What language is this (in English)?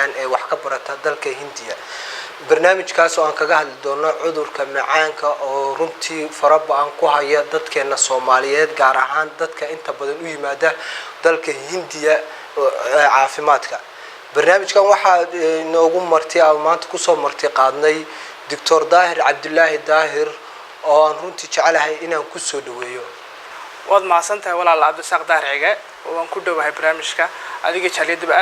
Somali